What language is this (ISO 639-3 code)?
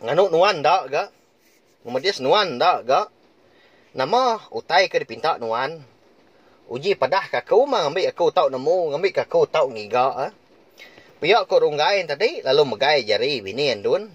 iba